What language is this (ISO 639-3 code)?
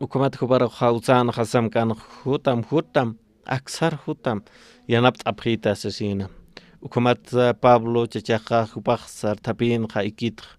aym